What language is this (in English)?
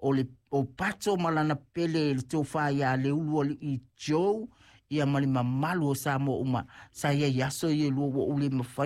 Samoan